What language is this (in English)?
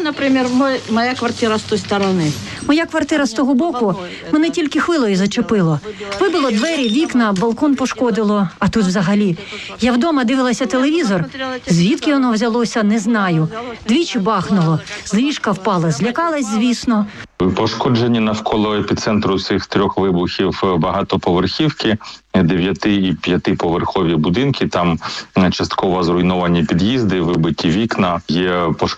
Ukrainian